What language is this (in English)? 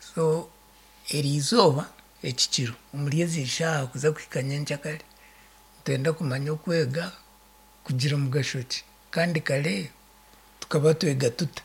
Nyankole